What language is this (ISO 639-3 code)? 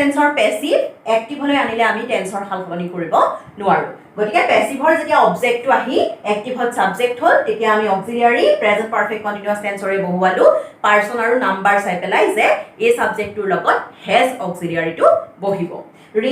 asm